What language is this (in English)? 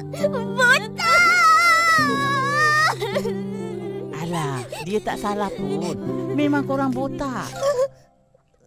Malay